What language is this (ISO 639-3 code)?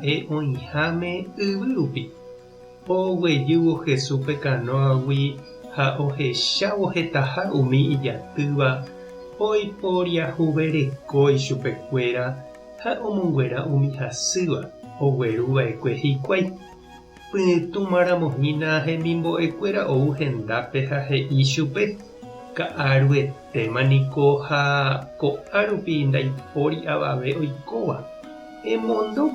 grn